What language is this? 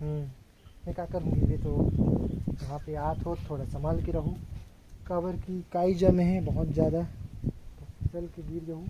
Chhattisgarhi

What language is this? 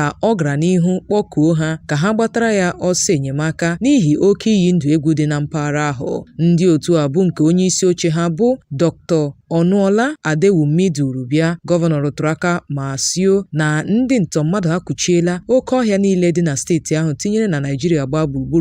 Igbo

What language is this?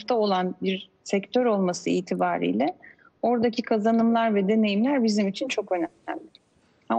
Turkish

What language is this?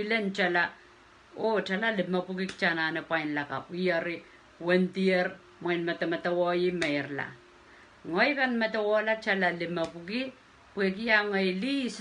Pohnpeian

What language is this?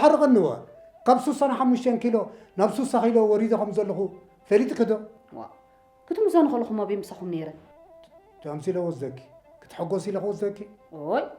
Tigrinya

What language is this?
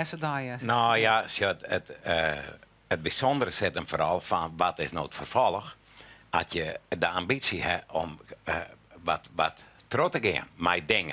Western Frisian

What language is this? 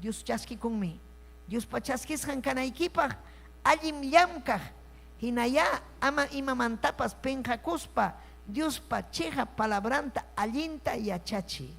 Ayacucho Quechua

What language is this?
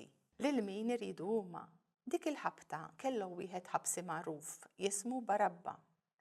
Maltese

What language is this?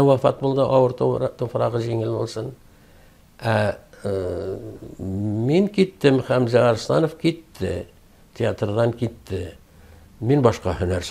Tatar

